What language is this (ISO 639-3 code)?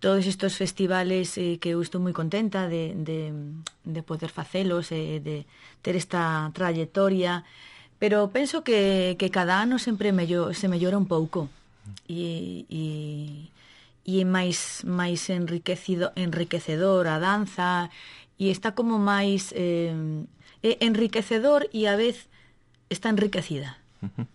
glg